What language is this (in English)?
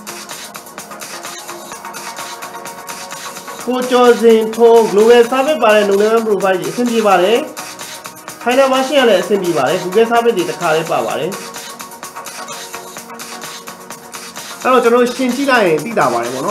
Burmese